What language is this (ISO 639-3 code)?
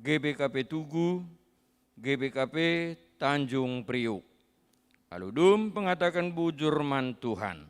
btx